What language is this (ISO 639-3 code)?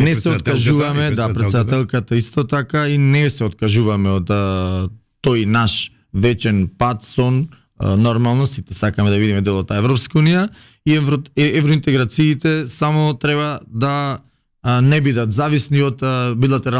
mkd